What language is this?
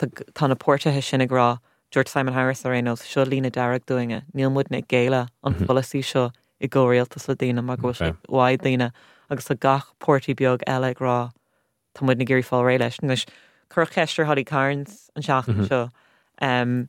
Irish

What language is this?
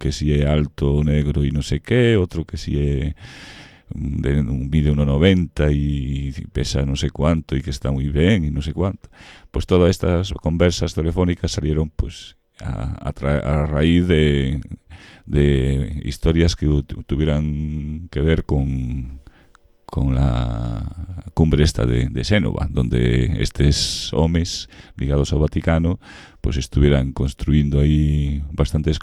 Galician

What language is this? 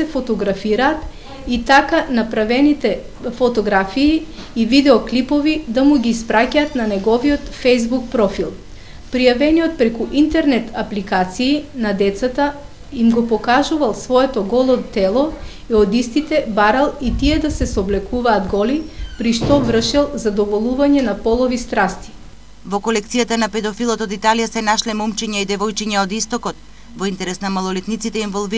Macedonian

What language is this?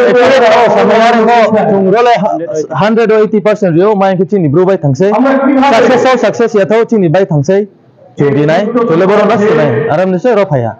Kok Borok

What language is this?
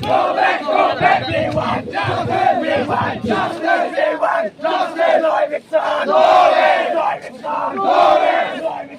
Karbi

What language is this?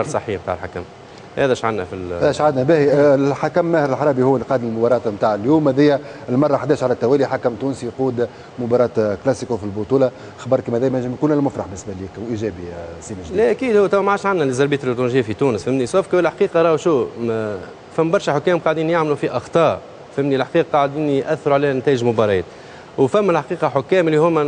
Tunisian Arabic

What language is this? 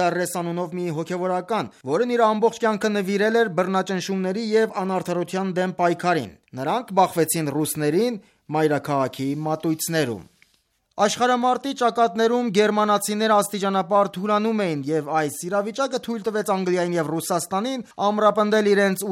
Armenian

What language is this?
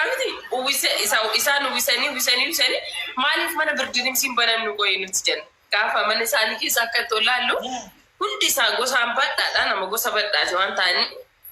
Oromo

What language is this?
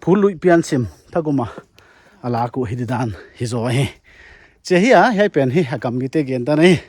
Paite Chin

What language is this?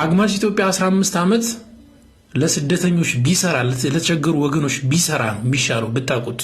Amharic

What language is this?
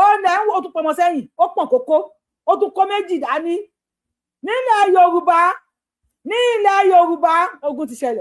Yoruba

